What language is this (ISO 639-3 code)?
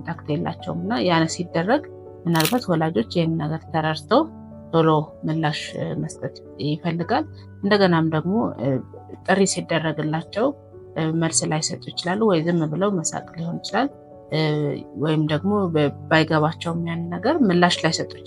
amh